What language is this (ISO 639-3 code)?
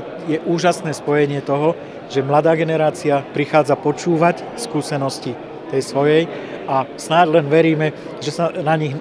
slk